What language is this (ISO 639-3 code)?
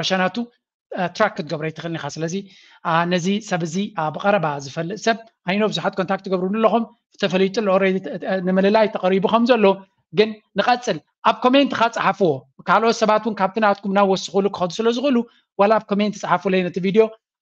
tir